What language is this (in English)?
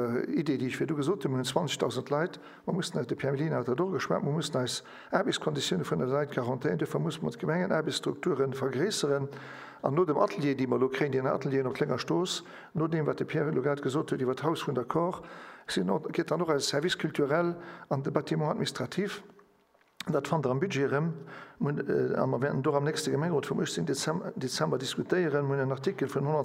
Luxembourgish